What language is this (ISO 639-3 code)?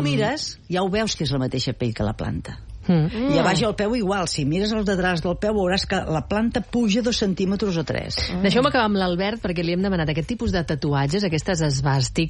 cat